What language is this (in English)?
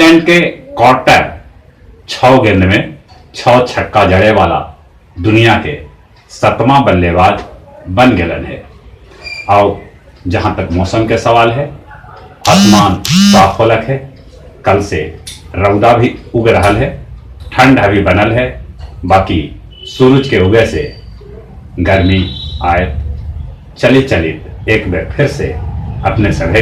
Magahi